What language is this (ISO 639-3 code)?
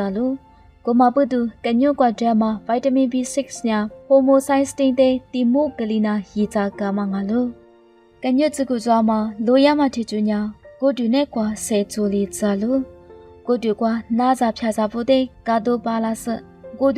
lis